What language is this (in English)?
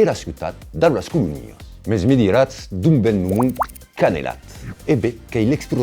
Occitan